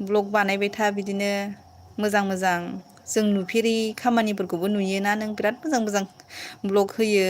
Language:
Bodo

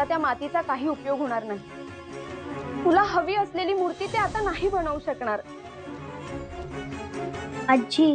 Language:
Marathi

